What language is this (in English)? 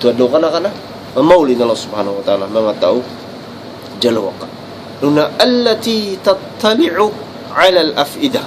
Tausug